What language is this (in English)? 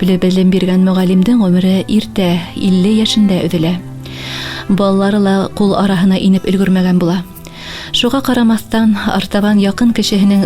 Bashkir